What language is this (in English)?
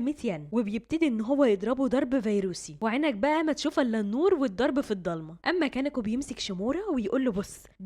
Egyptian Arabic